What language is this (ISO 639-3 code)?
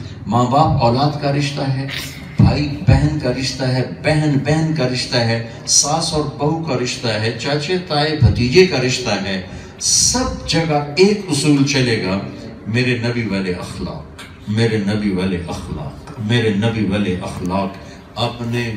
urd